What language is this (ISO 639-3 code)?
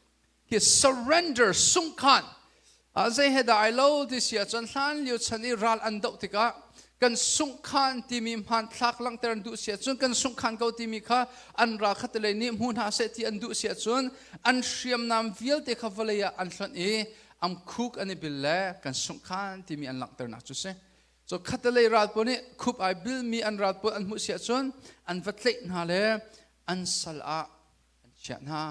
cnh